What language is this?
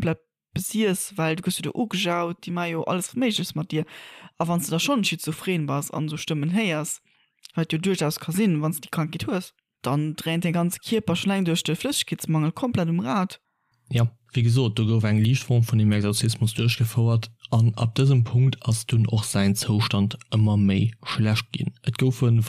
Luxembourgish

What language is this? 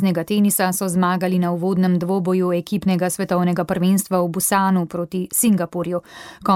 Slovenian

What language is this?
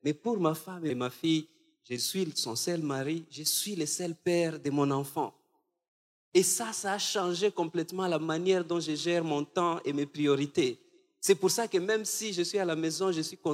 French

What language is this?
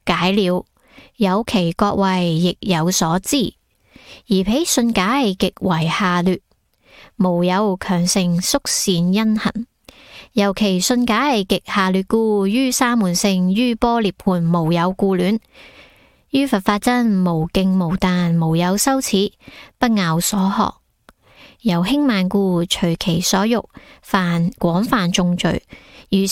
Cantonese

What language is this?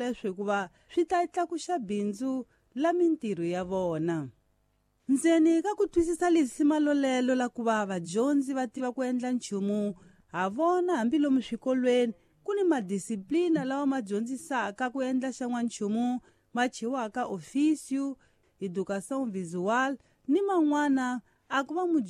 Tsonga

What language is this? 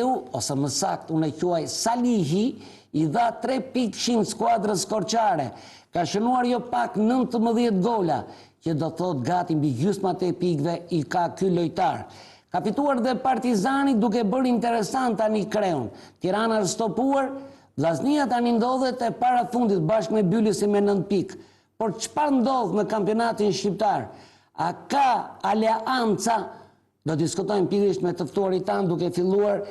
Albanian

